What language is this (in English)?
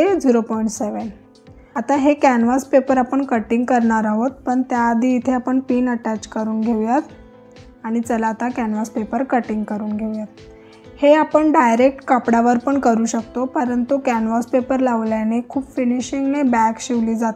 Marathi